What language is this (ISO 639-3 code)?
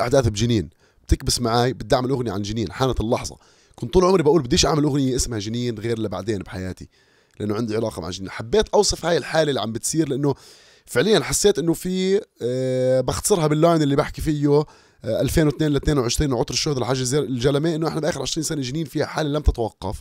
apc